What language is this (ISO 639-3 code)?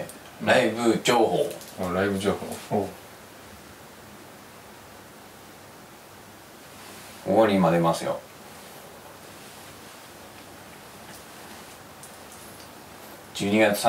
jpn